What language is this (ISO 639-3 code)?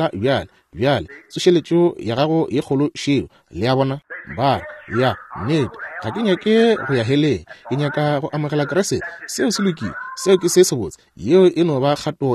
nso